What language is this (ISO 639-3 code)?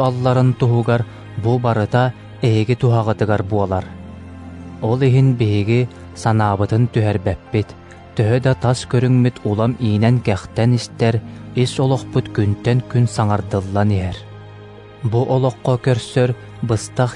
sah